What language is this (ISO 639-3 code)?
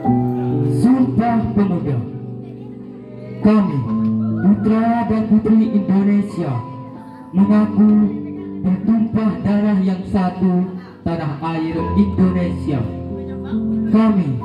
ind